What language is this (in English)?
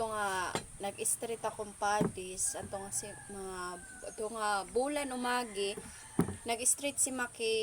Waray